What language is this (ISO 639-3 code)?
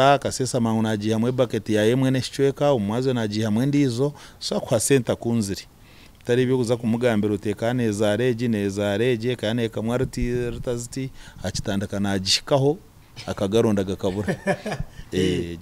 nyn